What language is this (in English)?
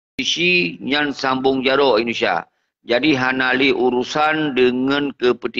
Achinese